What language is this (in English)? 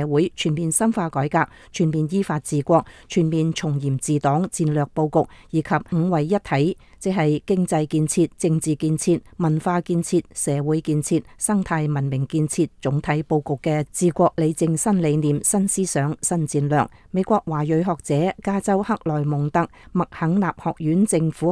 Cantonese